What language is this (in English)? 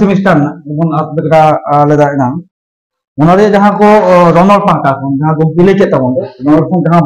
Santali